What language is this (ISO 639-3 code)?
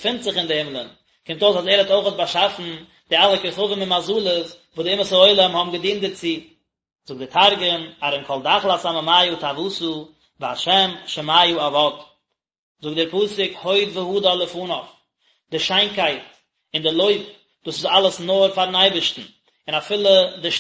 yid